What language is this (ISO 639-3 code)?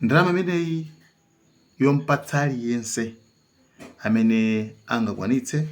nya